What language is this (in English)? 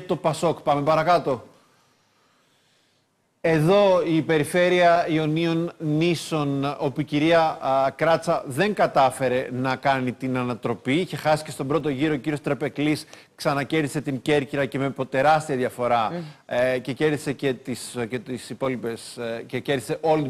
Greek